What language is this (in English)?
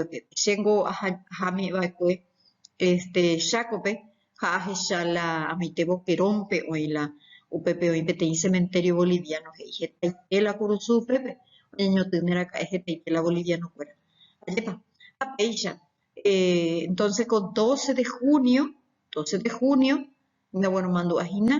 Guarani